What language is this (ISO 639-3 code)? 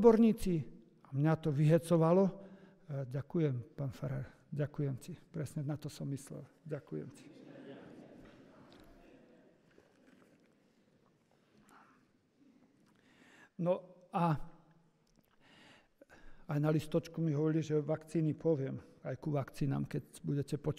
slk